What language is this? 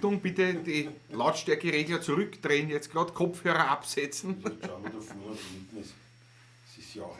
Bavarian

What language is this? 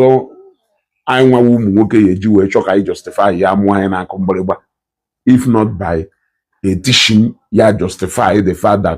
Igbo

